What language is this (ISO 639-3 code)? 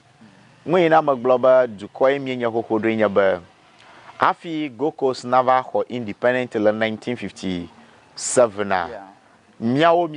ewe